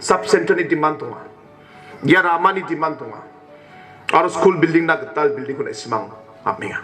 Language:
Garo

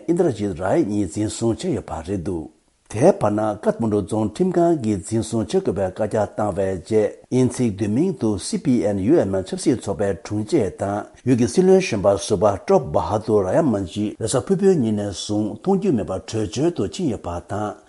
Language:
Tibetan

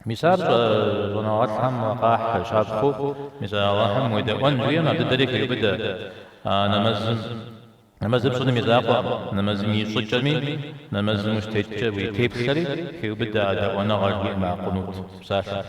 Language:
Kabardian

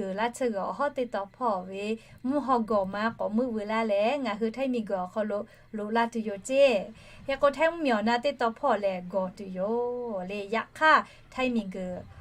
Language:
Lahu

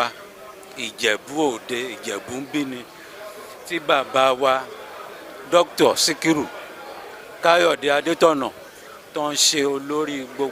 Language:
Yoruba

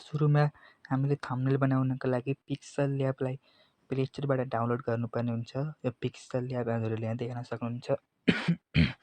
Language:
Nepali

